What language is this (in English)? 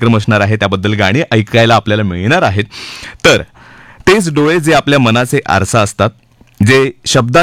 Marathi